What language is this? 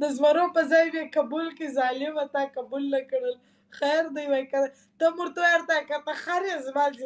Pashto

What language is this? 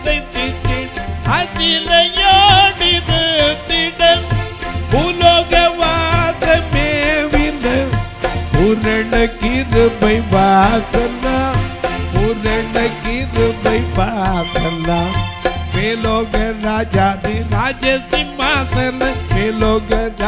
Tamil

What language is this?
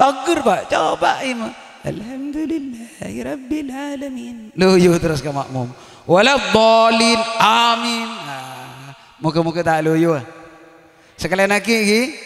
Madurese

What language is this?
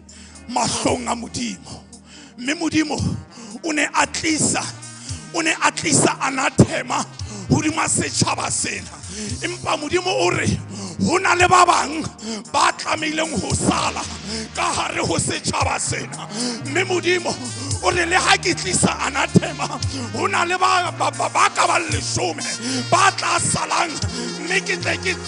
Southern Sotho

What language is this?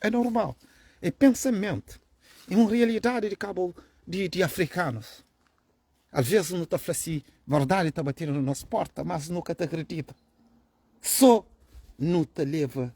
Kabuverdianu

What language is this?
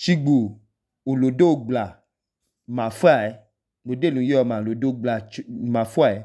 Idoma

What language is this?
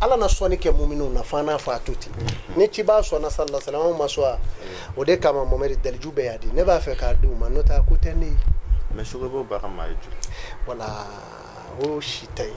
Bambara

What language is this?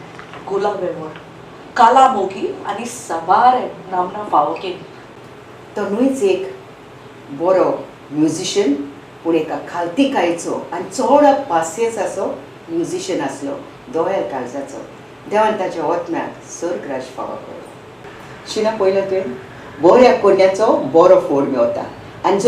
Konkani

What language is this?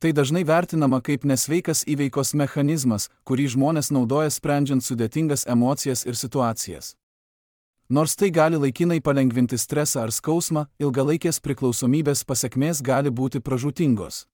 Lithuanian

